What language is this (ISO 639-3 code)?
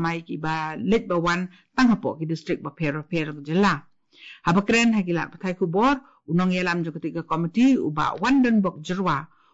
kha